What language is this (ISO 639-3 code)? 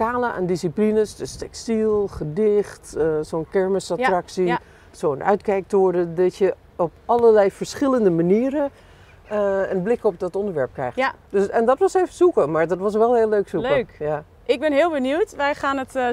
nld